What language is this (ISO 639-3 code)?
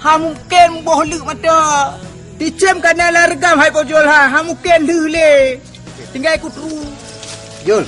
ace